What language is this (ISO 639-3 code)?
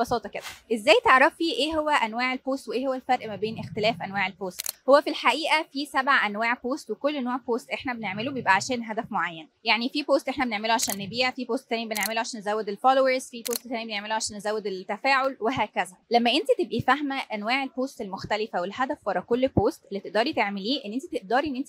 arz